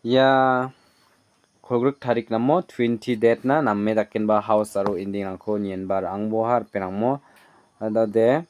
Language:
Garo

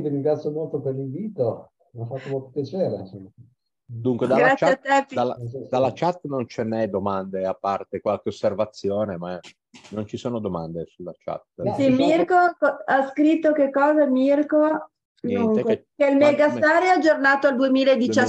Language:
Italian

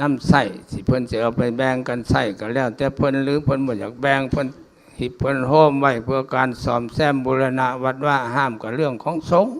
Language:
Lao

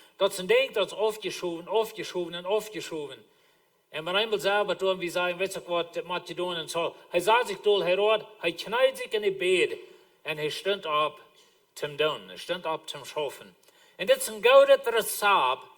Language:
Plautdietsch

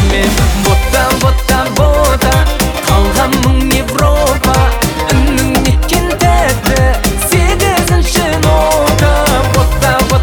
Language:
Kazakh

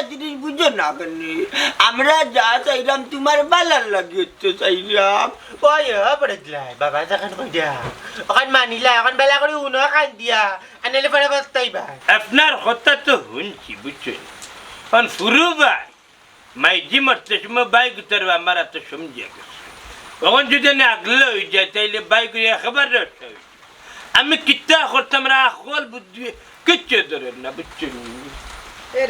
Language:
Sylheti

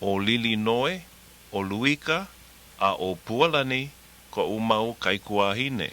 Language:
Hawaiian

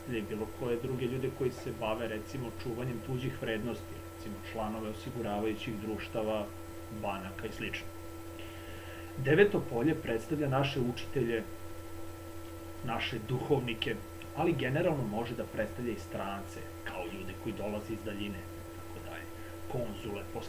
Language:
Serbian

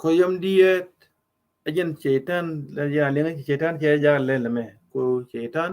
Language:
Nuer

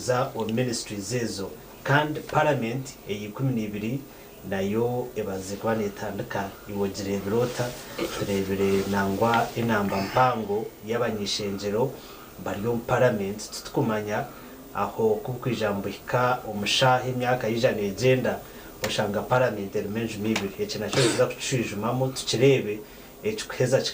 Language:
Nyankole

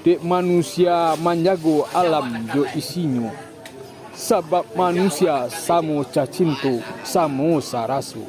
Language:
Minangkabau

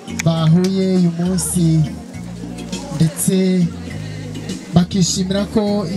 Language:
Kinyarwanda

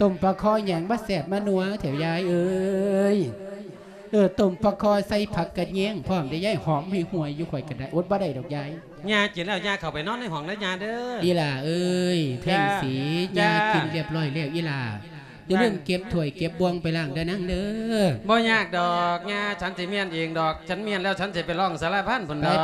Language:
Lao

